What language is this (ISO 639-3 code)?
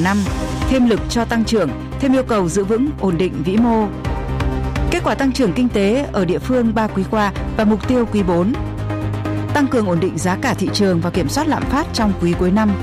vie